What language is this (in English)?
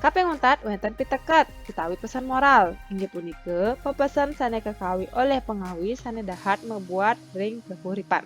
Balinese